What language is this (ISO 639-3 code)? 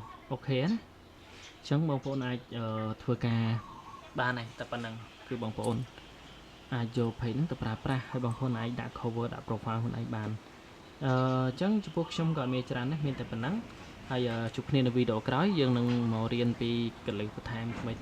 khm